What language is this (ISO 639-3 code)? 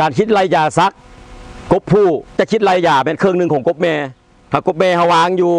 lao